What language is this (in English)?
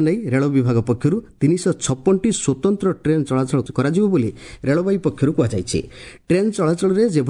Odia